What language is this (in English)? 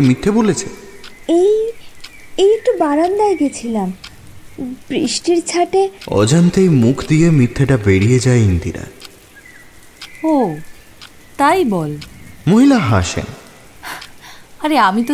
Bangla